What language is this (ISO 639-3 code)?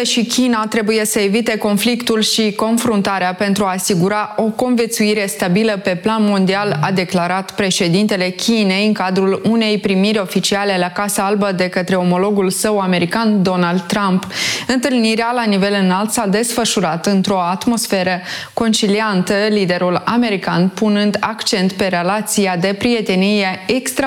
ron